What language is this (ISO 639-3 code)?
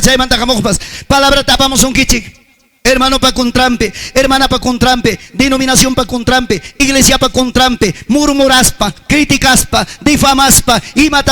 quy